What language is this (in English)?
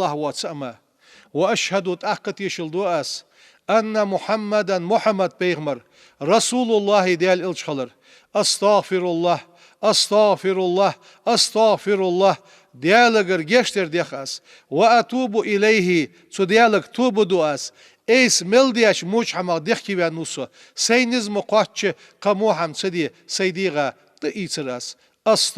Ingush